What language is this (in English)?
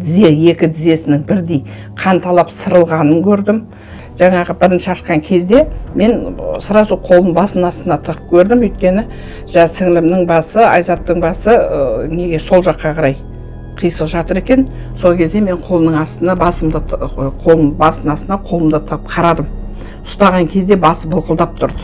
Kazakh